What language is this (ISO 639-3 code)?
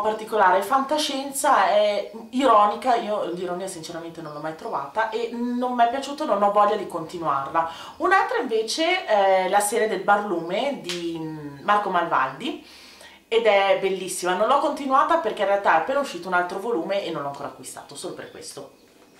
ita